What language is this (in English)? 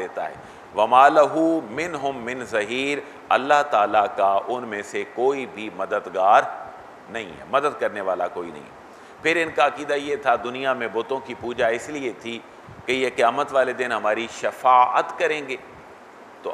Urdu